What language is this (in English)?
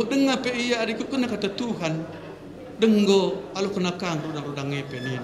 Batak Karo